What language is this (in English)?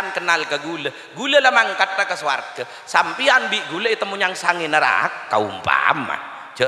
Madurese